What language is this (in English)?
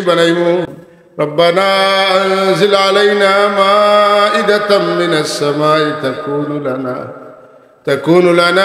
Sylheti